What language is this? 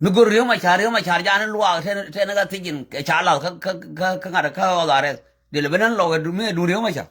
Nuer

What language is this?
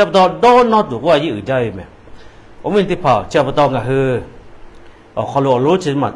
Lahu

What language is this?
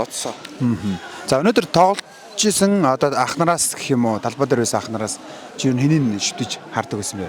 Mongolian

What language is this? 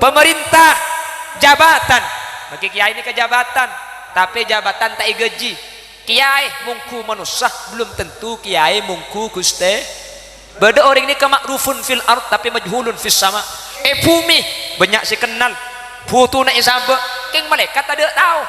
Madurese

